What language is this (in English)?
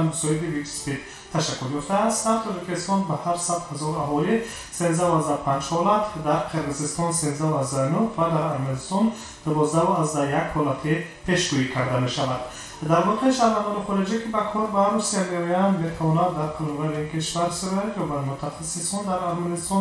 Tajik